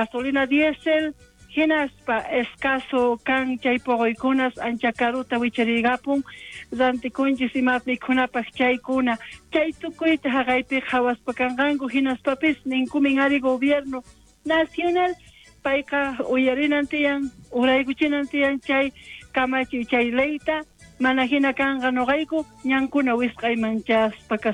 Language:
South Bolivian Quechua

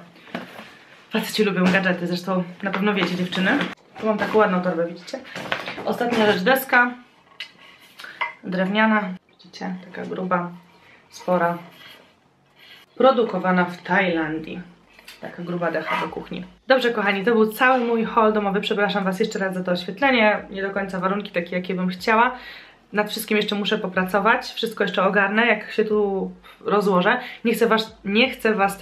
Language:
Polish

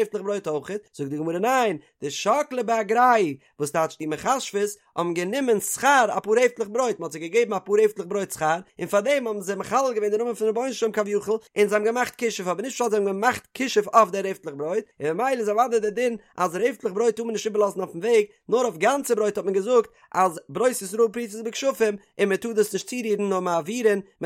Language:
Yiddish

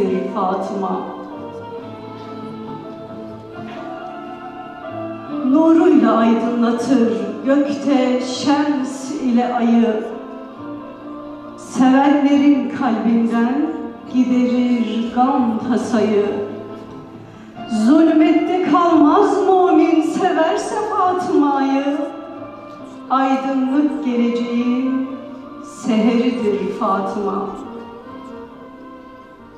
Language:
Turkish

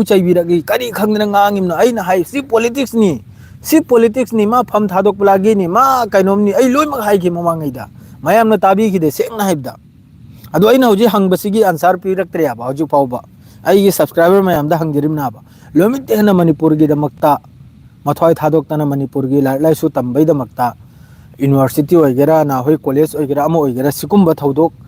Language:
Manipuri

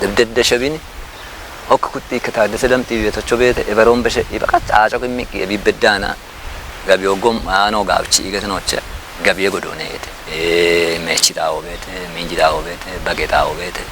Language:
Kafa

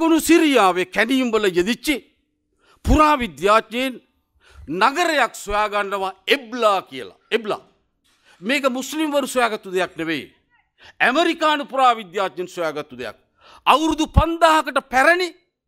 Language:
Sinhala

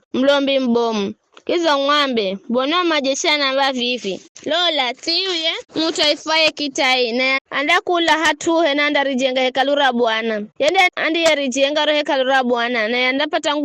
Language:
Giryama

